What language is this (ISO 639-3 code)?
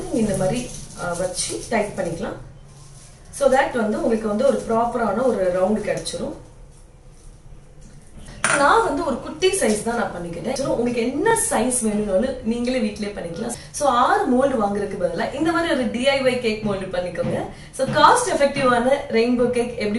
tam